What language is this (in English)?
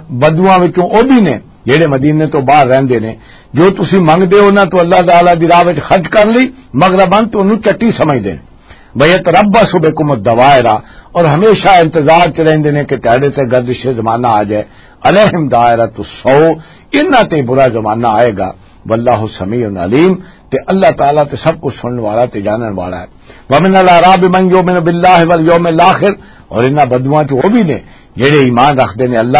Western Panjabi